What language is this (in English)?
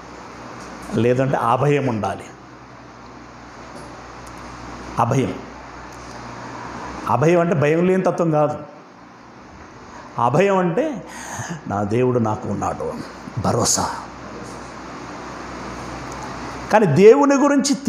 Telugu